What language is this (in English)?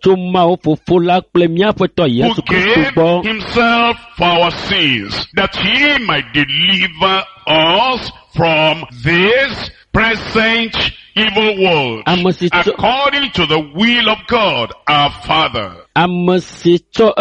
Ewe